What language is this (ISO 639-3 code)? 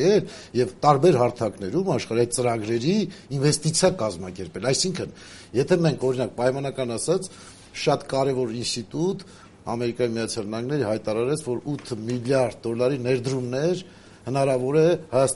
hye